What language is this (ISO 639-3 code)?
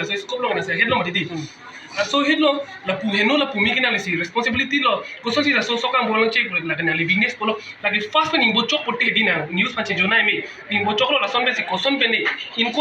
mjw